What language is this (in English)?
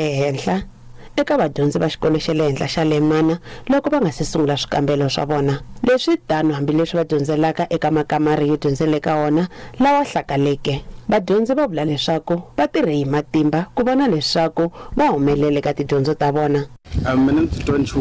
Tsonga